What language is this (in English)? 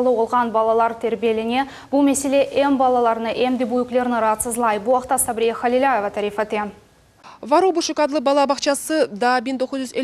Crimean Tatar